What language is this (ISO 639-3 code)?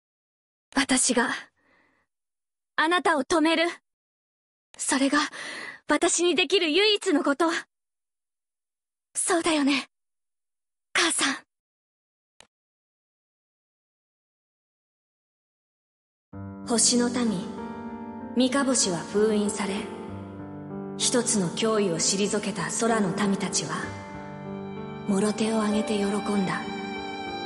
jpn